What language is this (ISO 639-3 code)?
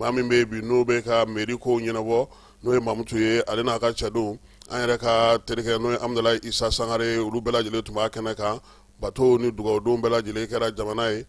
bam